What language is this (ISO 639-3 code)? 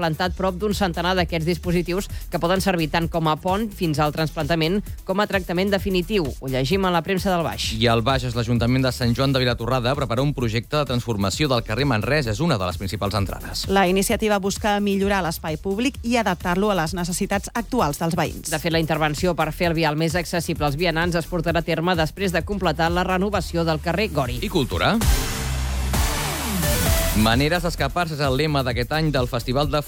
cat